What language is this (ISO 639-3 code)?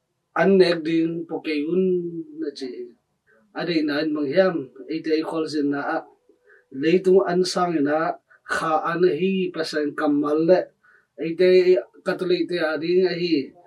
ctd